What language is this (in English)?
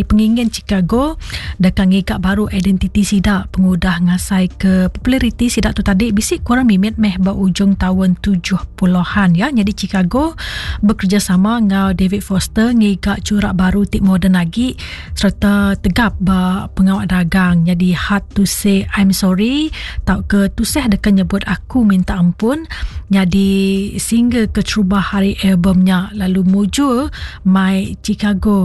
Iban